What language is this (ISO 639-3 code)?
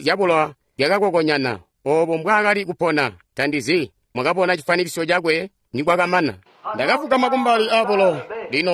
toi